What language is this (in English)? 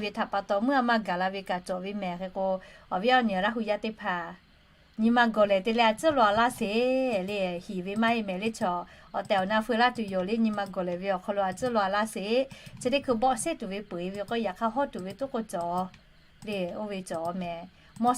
Lahu